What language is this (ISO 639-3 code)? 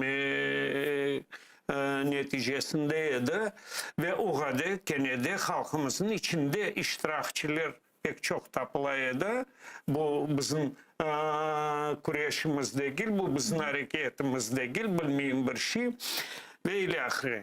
crh